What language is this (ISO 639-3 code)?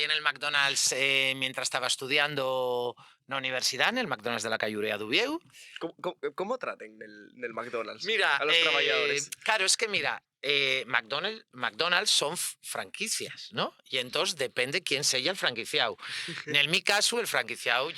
ast